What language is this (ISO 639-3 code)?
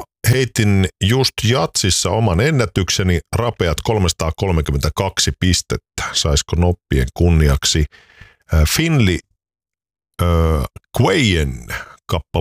fin